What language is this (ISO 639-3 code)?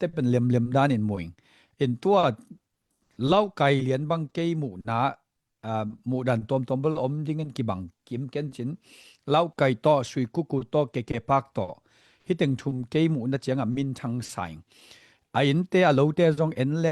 ctd